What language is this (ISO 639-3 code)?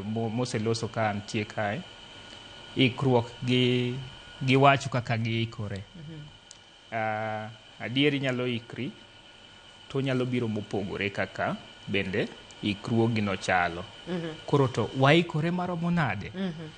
luo